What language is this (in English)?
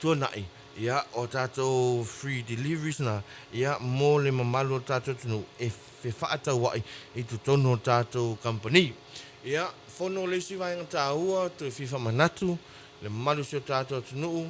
Samoan